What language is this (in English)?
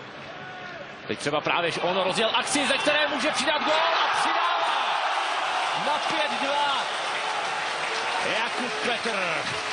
Czech